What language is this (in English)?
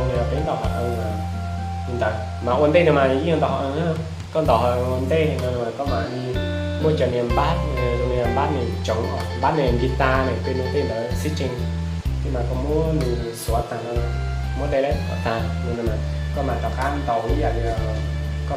Hmong